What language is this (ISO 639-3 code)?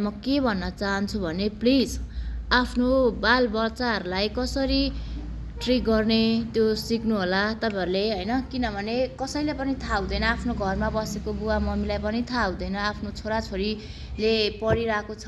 nep